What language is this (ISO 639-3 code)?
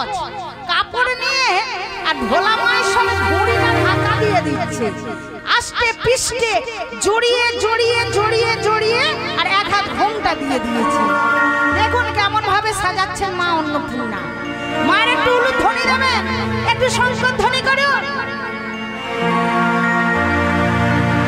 ben